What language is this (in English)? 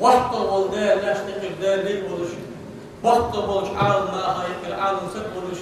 Ingush